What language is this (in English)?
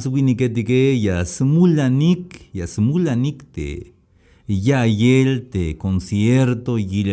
Tzeltal